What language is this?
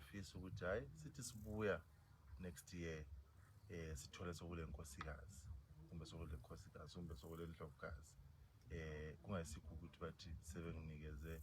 Zulu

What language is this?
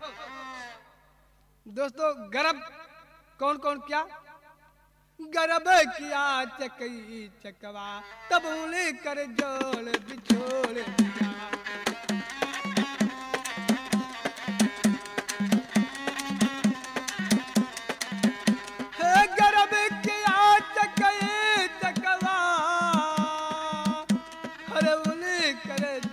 Bhojpuri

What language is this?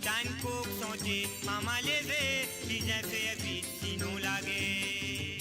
Morisyen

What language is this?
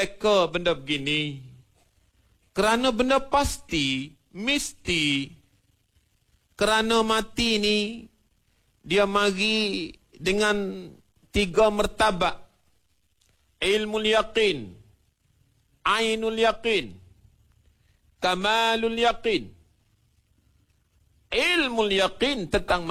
Malay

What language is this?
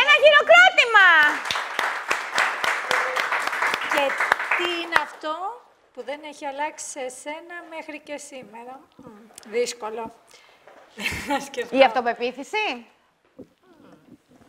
Greek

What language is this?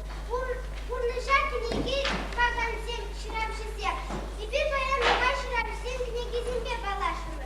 Chuvash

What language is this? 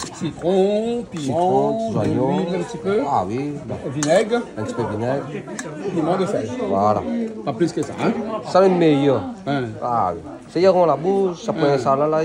Réunion Creole French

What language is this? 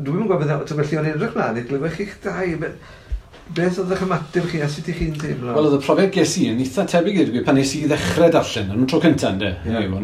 Welsh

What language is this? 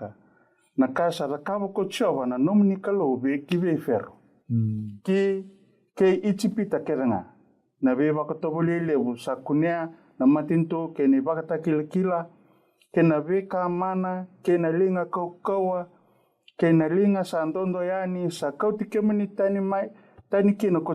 Fijian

